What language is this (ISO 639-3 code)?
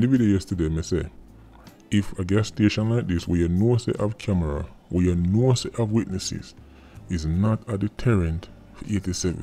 jam